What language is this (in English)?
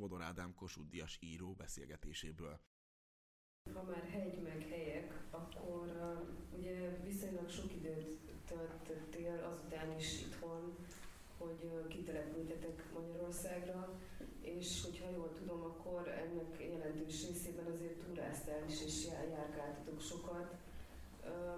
Hungarian